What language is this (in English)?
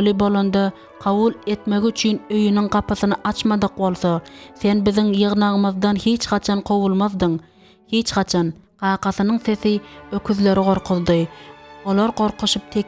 Turkmen